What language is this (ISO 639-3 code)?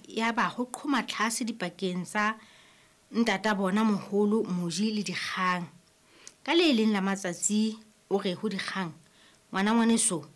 sot